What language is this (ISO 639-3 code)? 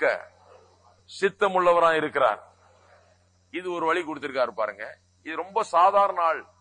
tam